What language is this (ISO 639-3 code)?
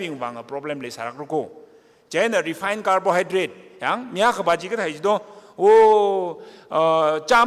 nmf